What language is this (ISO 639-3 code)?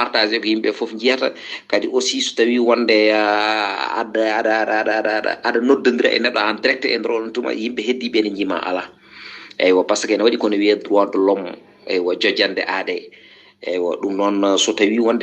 ful